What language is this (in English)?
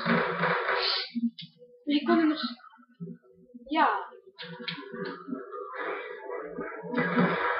Dutch